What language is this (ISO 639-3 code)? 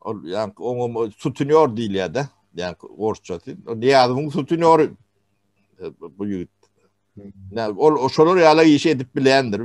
tuk